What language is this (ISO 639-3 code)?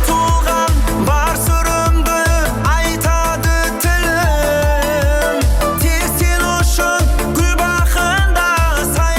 kaa